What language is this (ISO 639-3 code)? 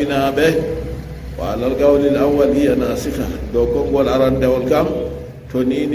ful